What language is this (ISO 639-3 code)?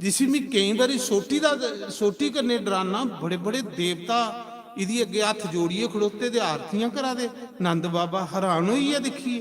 doi